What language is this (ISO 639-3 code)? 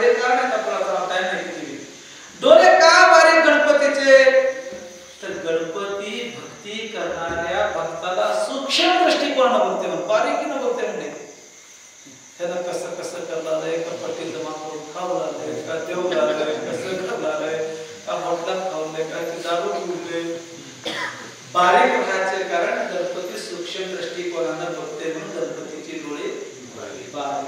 mar